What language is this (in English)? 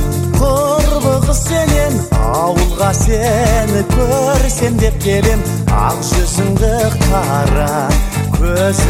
Kazakh